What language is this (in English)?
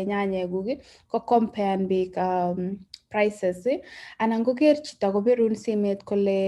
Kalenjin